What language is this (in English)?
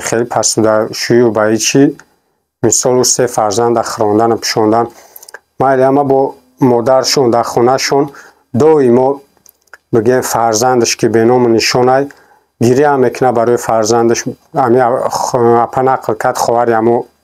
Tajik